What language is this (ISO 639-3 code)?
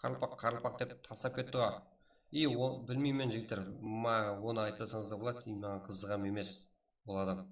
kaa